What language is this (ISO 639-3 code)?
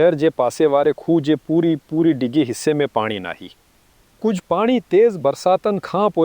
snd